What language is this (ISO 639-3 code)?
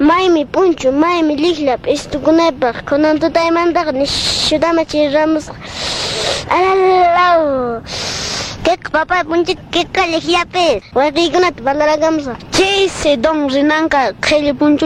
que